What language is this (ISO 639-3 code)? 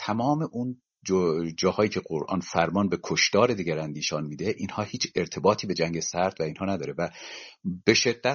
fas